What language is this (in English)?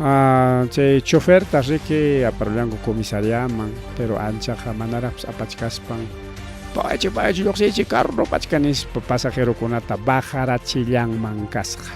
Ayacucho Quechua